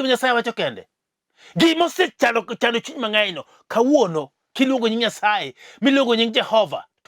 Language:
Luo (Kenya and Tanzania)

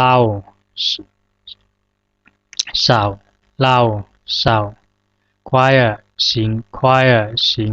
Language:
Zhuang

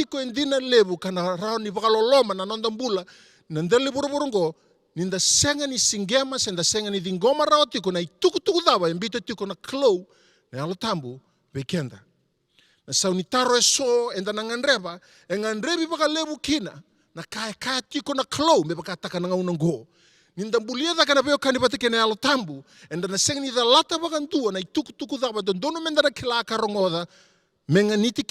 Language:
Fijian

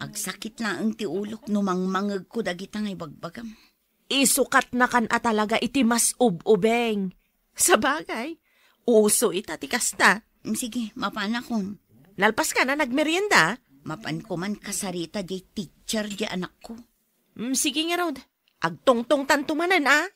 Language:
Iloko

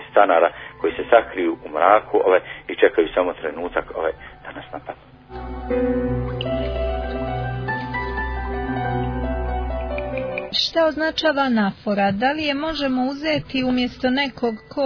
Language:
Bosnian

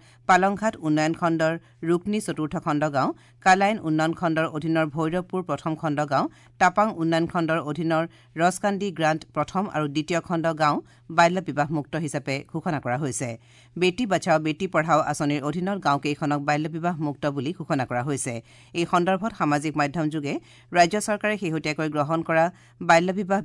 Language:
Assamese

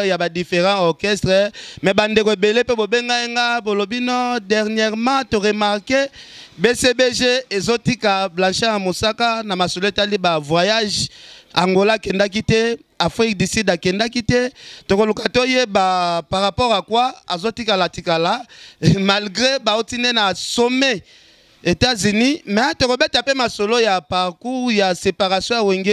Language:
Lingala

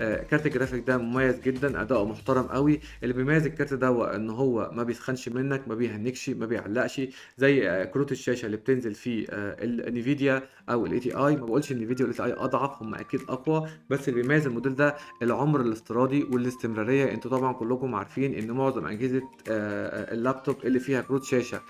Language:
Egyptian Arabic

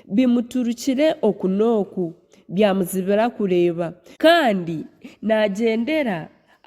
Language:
Nyankole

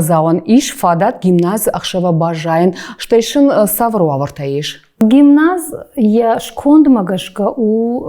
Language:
Ossetic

